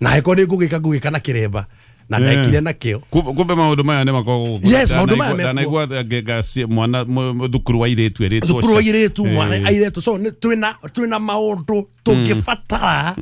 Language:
Kikuyu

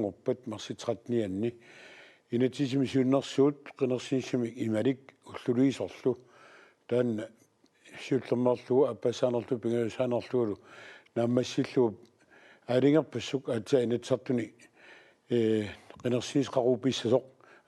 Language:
Kalaallisut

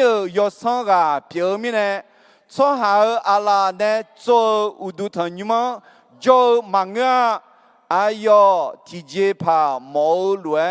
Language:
Akha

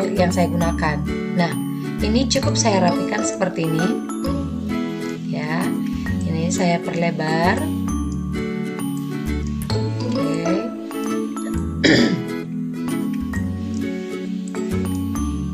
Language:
Indonesian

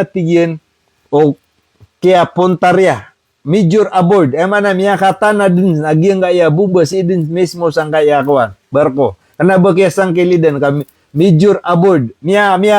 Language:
Maranao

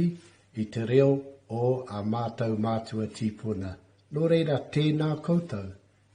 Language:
Māori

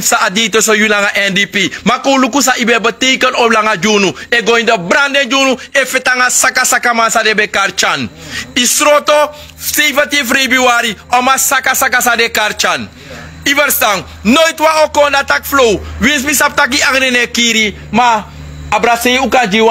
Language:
Sranan Tongo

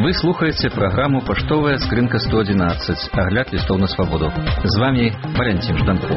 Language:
Belarusian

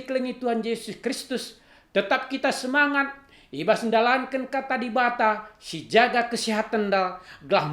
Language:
Batak Karo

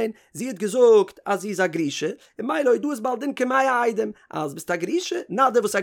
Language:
Yiddish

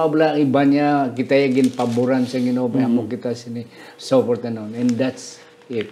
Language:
Hiligaynon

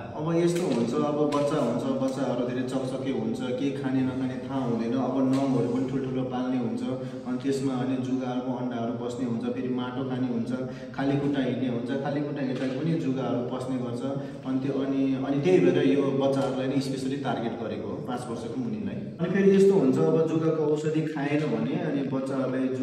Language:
Nepali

